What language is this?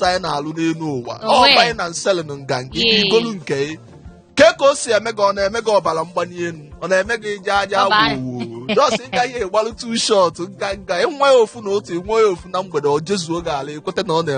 Igbo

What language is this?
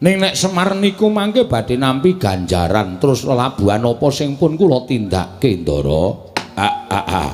Javanese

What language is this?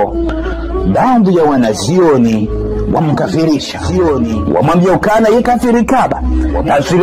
Ngazidja Comorian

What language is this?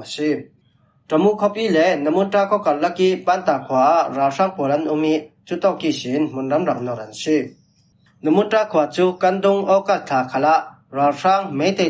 Falam Chin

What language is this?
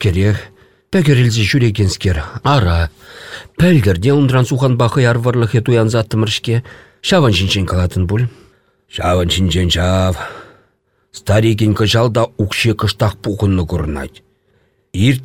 Chuvash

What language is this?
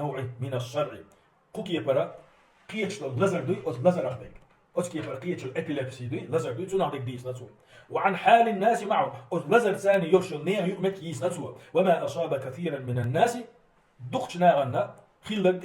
Chechen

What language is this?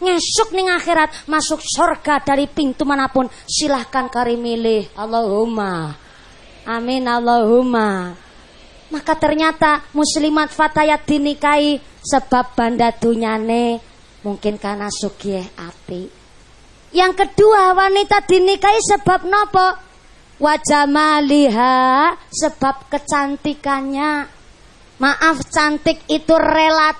Javanese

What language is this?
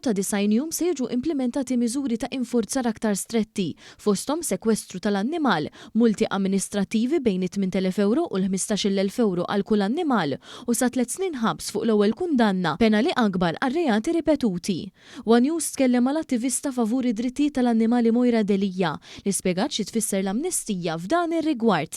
Maltese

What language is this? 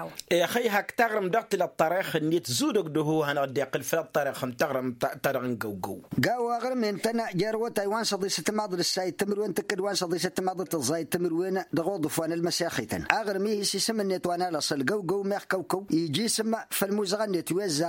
Tamasheq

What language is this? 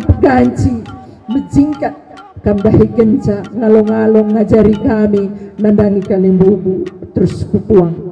Batak Karo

